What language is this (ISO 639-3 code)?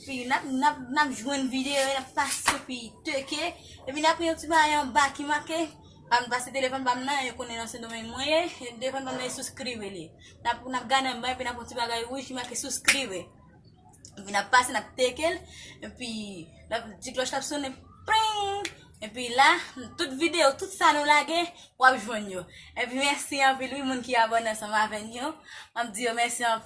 hat